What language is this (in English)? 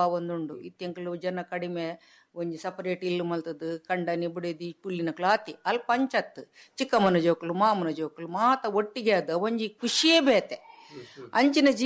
Tulu